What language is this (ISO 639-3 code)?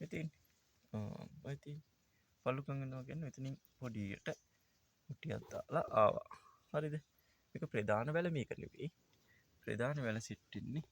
sin